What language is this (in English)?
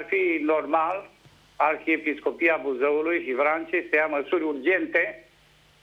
Romanian